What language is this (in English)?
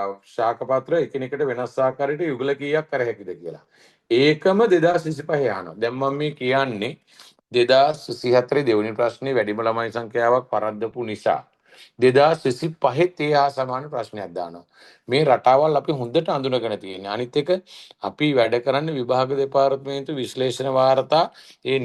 Sinhala